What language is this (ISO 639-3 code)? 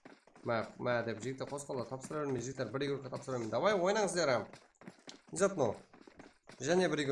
kaa